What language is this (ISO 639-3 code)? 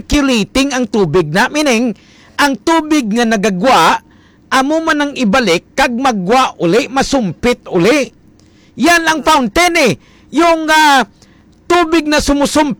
hil